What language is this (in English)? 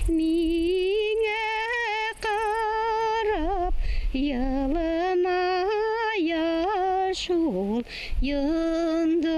Bashkir